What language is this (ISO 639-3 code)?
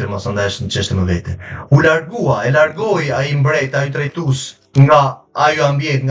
sqi